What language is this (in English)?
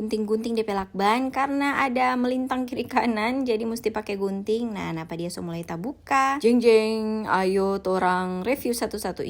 Manado Malay